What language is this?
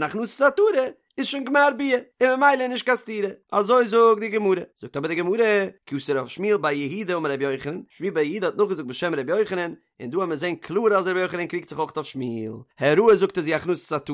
Yiddish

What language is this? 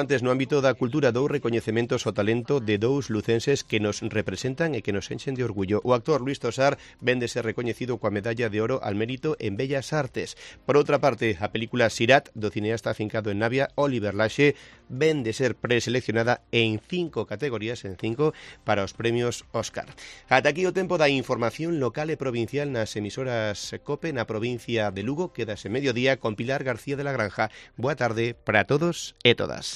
Galician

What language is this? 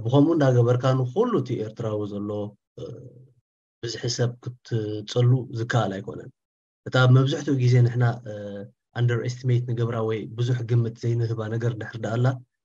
Tigrinya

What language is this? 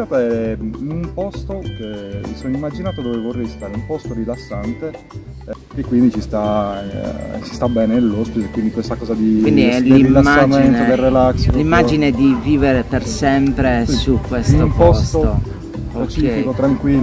Italian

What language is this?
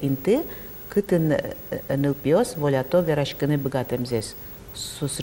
Udmurt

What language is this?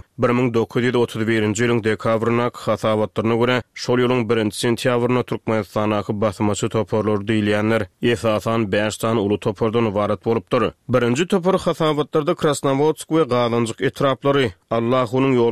Turkmen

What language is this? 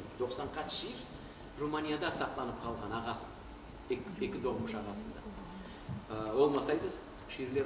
Crimean Tatar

